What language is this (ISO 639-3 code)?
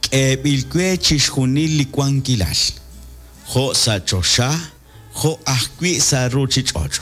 kek